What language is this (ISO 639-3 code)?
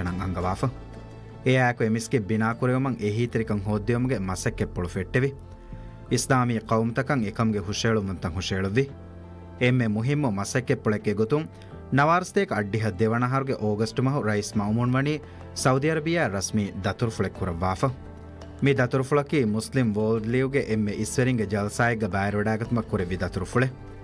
div